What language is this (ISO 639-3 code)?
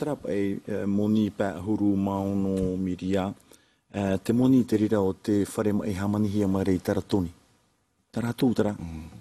tah